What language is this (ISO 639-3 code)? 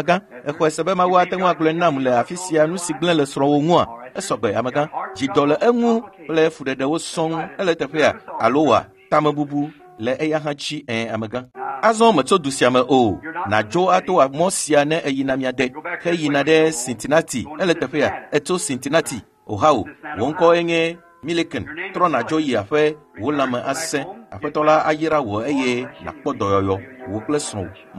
ewe